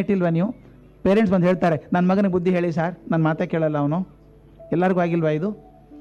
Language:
Kannada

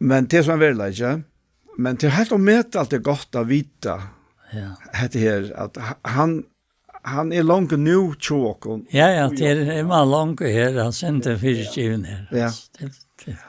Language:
Faroese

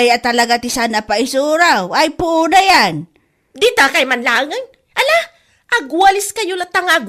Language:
Iloko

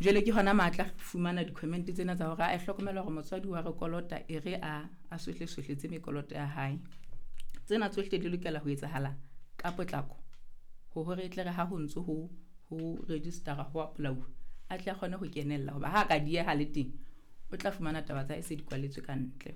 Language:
Southern Sotho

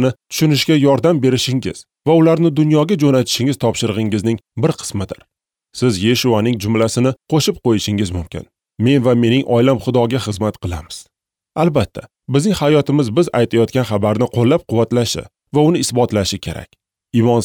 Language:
Uzbek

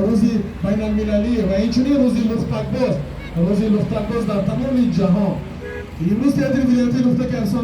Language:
Tajik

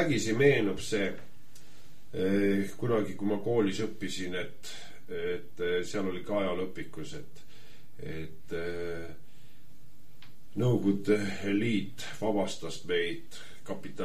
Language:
Estonian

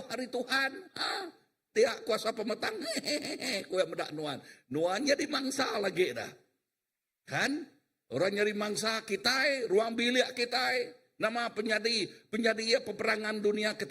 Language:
Iban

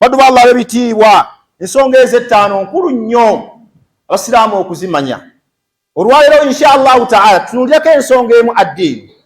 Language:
Ganda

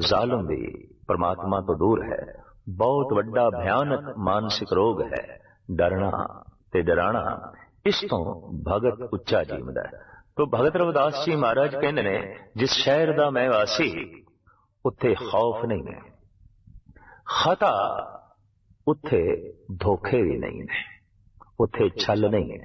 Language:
Punjabi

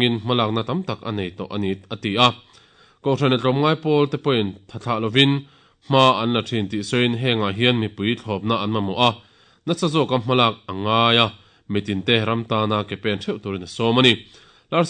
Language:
Mizo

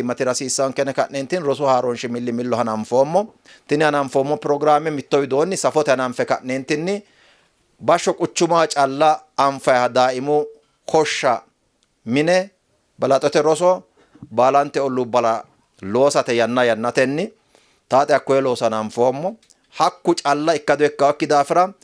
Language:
Sidamo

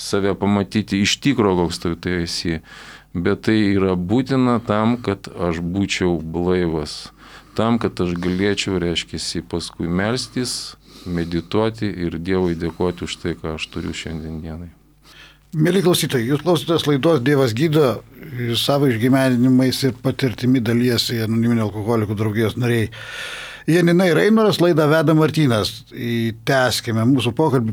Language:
Lithuanian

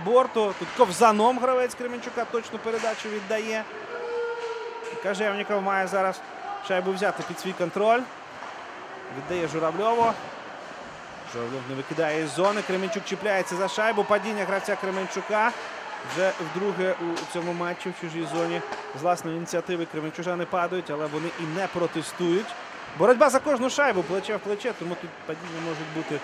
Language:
Ukrainian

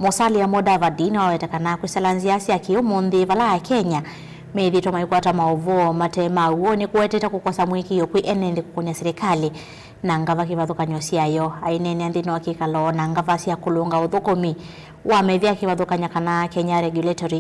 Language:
Kamba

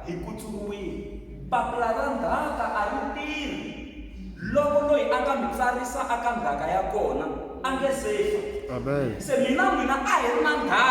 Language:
Tsonga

